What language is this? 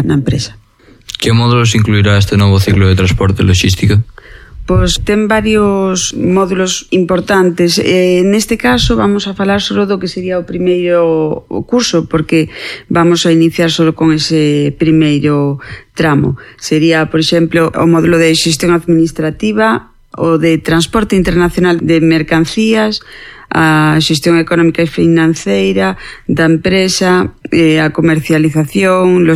Galician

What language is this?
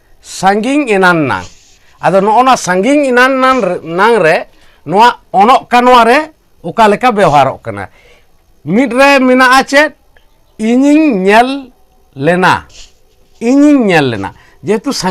Santali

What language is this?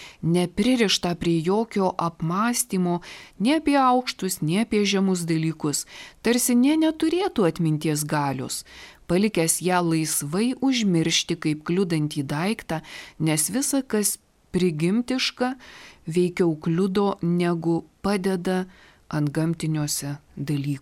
Lithuanian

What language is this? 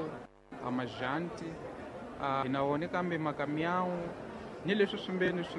Tsonga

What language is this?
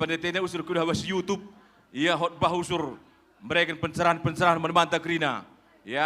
Batak Karo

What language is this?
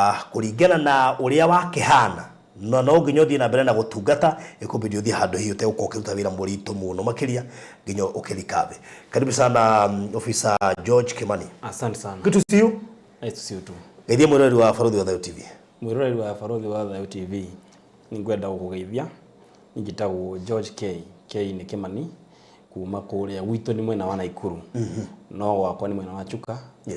Kikuyu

